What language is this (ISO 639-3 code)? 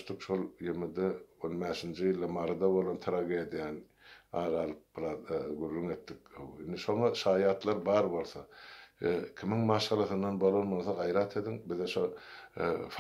tuk